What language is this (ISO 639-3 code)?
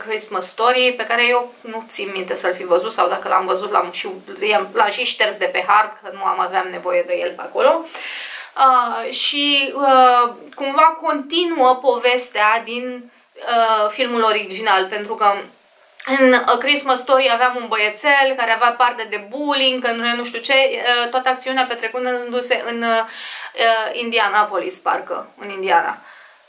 ron